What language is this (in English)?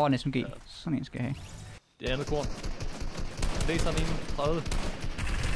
Danish